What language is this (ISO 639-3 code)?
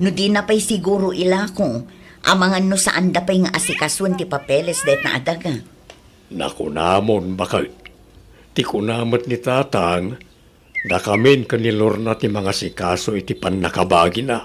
ilo